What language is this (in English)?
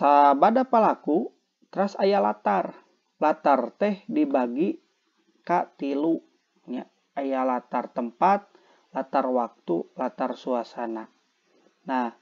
Sundanese